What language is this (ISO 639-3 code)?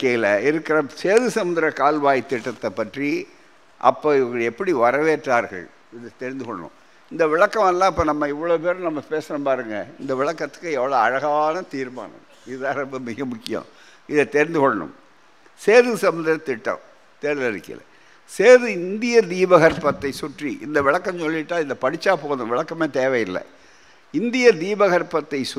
tam